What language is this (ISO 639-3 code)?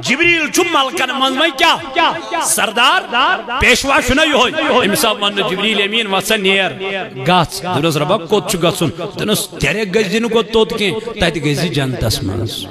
kas